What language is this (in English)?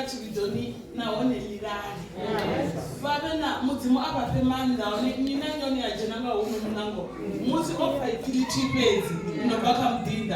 Venda